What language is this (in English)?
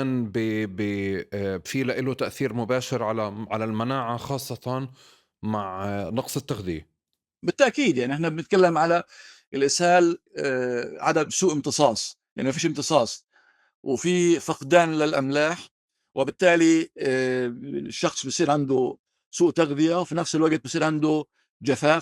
North Levantine Arabic